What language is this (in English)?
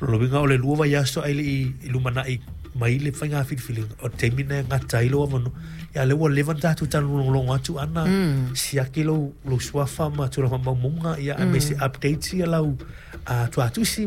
Samoan